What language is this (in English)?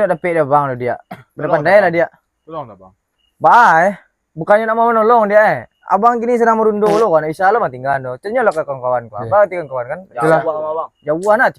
Minangkabau